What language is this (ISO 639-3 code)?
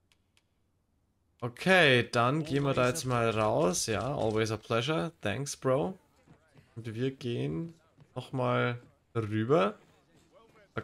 deu